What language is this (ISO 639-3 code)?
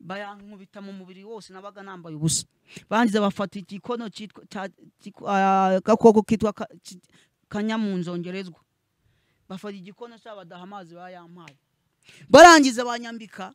kin